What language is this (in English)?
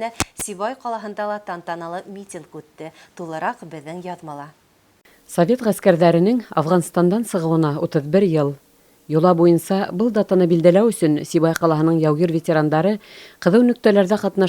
Bashkir